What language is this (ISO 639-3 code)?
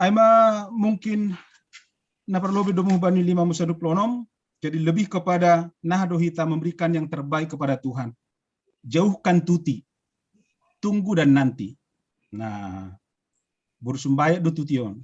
bts